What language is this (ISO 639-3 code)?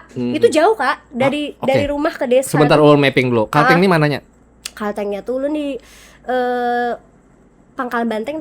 bjn